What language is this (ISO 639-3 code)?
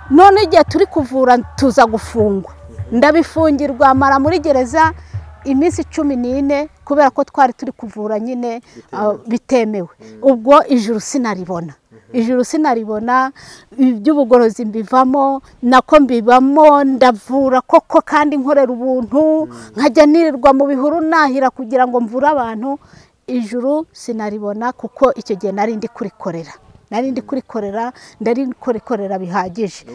kin